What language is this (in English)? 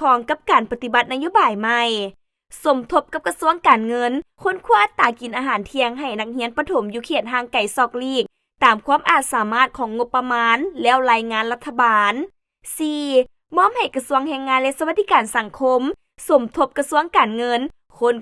Lao